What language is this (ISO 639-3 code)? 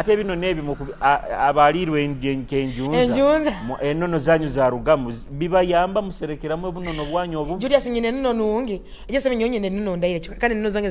nyo